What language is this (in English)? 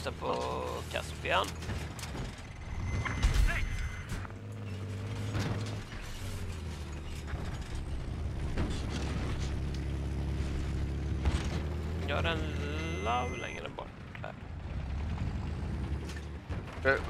Swedish